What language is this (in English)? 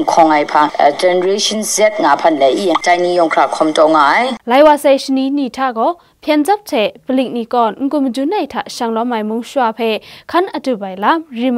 Kachin